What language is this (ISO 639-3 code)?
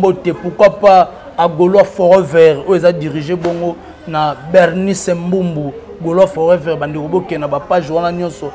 lin